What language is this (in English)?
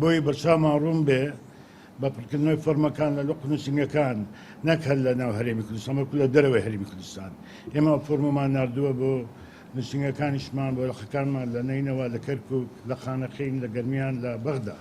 Central Kurdish